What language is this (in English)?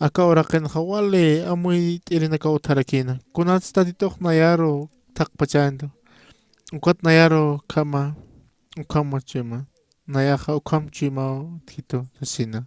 Aymara